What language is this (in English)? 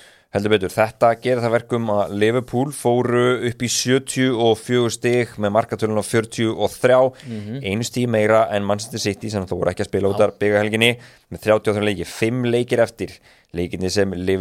Icelandic